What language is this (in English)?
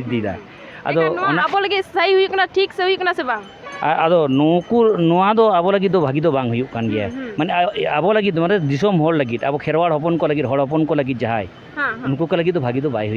Santali